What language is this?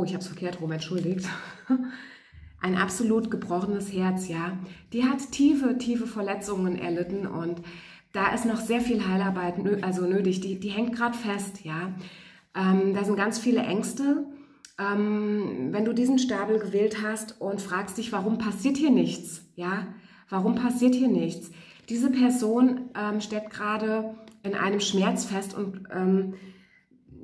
German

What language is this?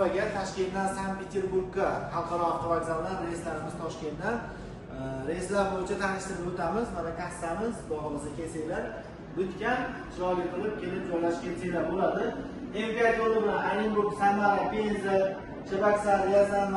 Uzbek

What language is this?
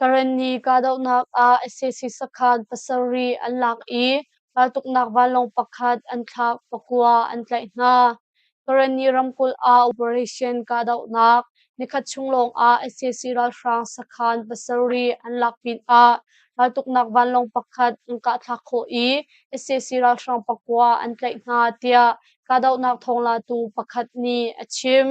Hakha Chin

